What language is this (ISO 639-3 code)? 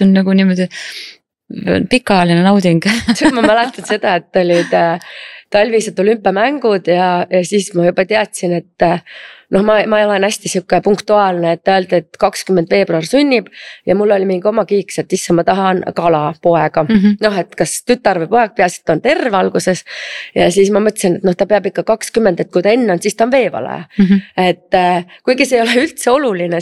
est